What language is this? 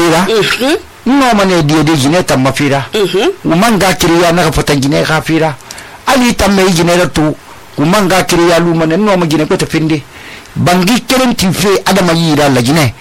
Susu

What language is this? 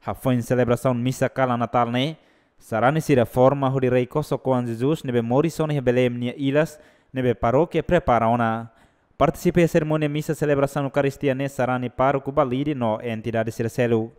Tetum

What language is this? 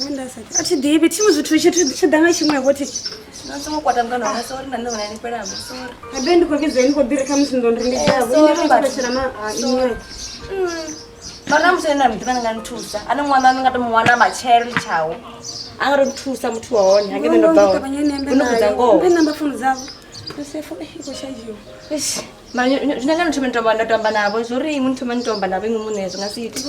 Venda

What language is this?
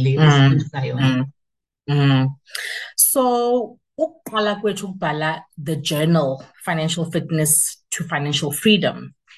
Xhosa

